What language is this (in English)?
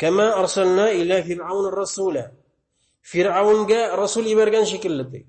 Bashkir